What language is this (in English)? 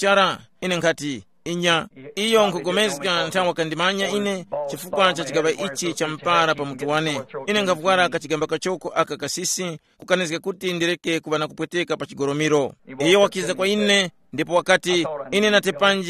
Tumbuka